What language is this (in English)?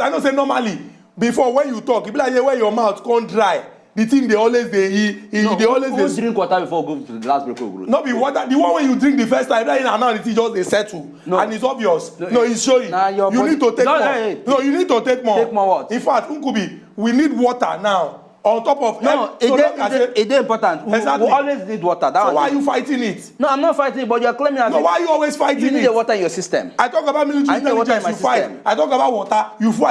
Nigerian Pidgin